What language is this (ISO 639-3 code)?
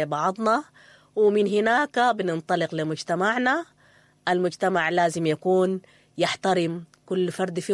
apd